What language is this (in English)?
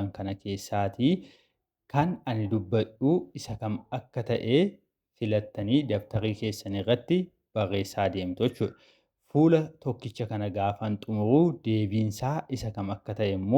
Oromo